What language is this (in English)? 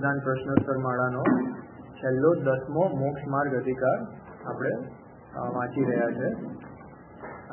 Gujarati